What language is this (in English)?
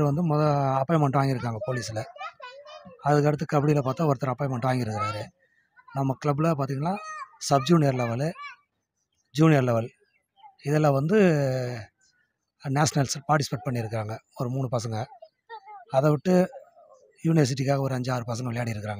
Tamil